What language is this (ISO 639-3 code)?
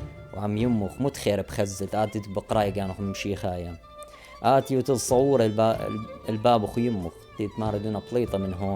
aii